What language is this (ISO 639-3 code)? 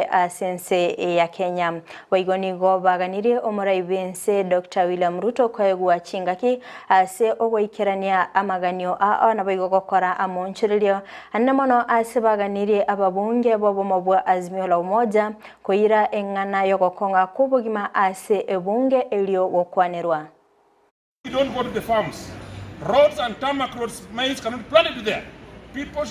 guz